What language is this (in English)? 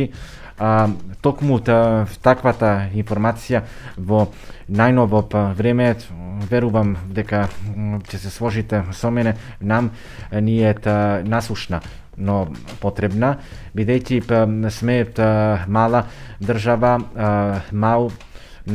Macedonian